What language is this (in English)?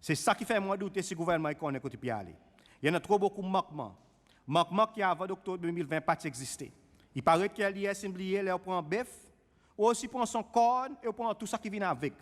Seselwa Creole French